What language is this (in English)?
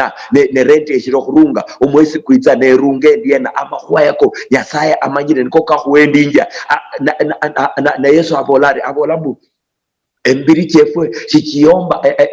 Luyia